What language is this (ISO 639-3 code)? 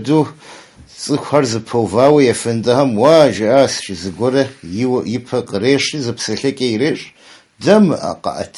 kbd